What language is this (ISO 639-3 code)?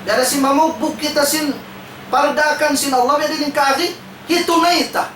tsg